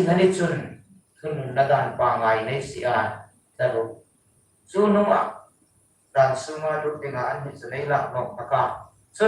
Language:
Hmar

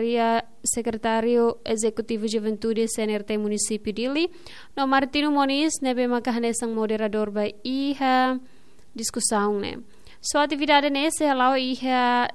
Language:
Tetum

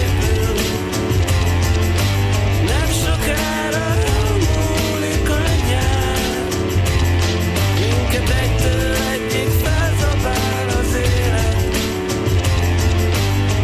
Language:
Hungarian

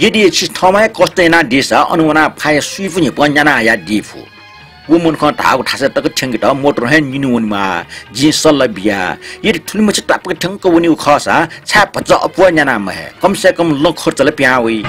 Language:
Newari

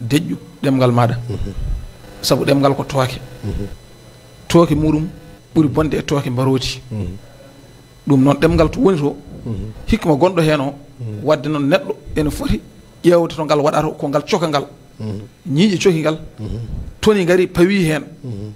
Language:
Fula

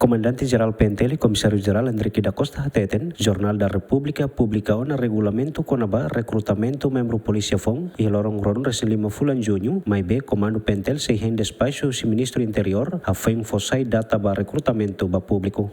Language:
Tetum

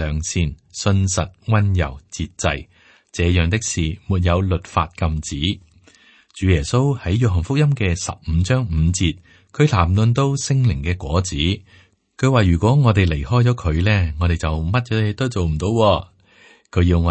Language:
Cantonese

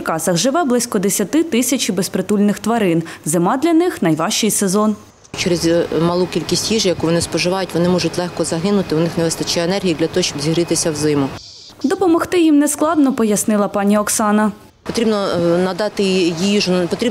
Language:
Ukrainian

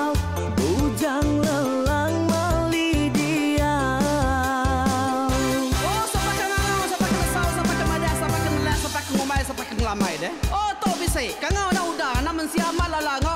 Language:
Iban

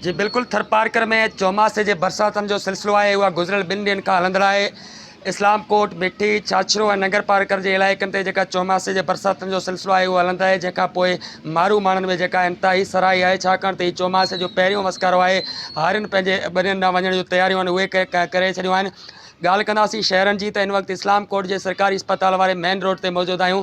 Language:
Sindhi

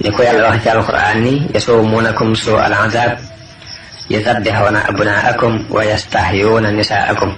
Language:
Wolof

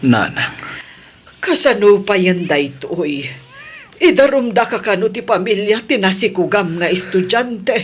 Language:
Iloko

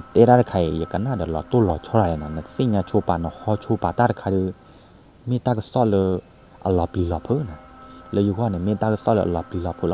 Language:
S'gaw Karen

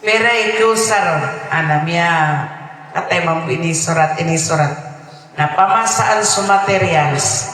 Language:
Maranao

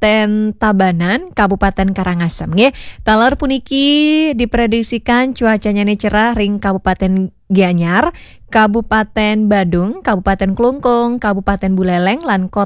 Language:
Balinese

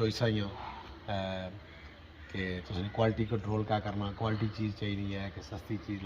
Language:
Pahari-Potwari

